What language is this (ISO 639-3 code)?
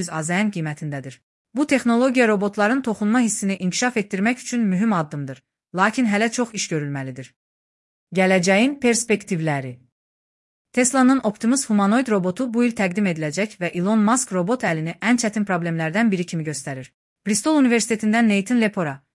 aze